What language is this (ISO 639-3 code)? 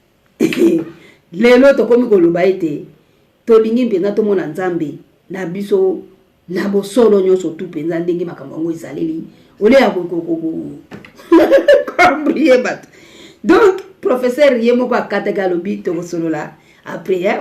lin